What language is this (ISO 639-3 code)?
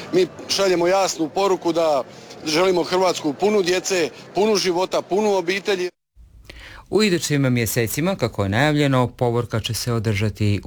hrv